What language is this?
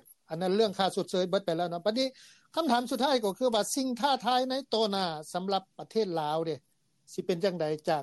Lao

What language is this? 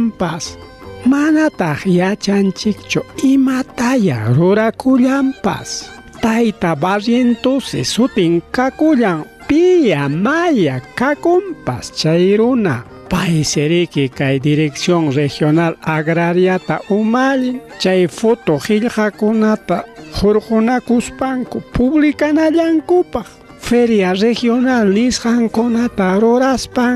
Ayacucho Quechua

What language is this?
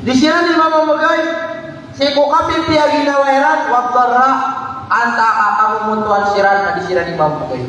Maranao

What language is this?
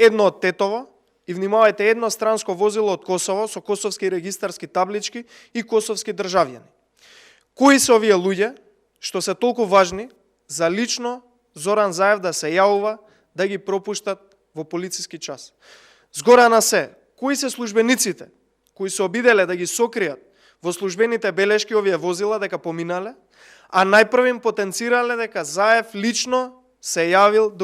Macedonian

